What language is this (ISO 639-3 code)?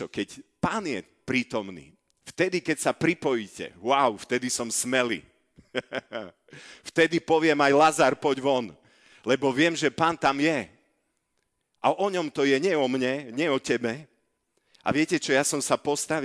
slk